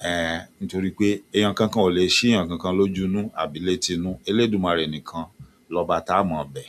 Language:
Yoruba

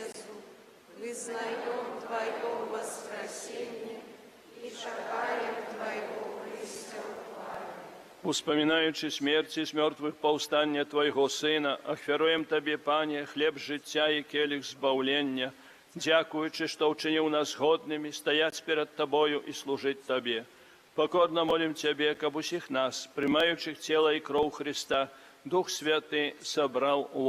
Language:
Belarusian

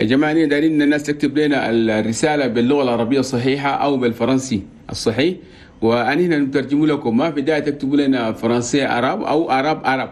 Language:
Chadian Arabic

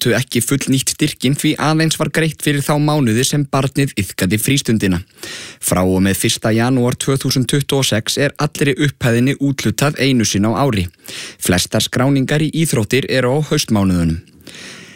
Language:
Icelandic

